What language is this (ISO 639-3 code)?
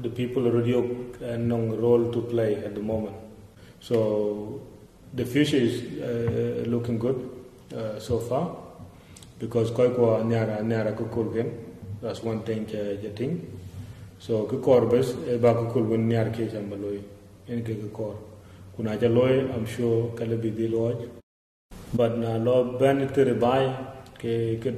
din